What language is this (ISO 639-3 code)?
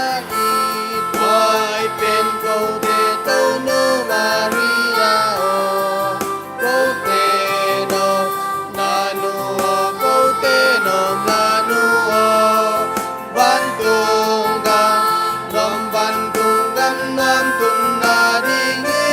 ctd